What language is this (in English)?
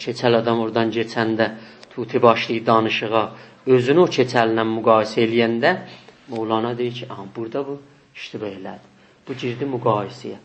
South Azerbaijani